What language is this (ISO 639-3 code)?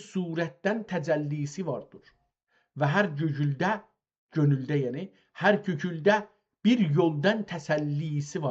azb